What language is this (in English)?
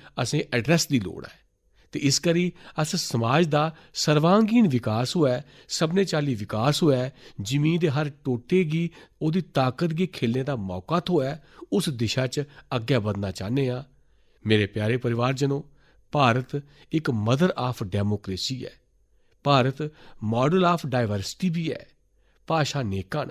Dogri